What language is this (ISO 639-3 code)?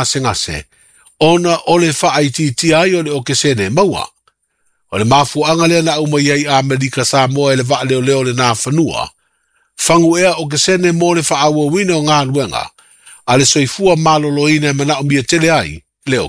smo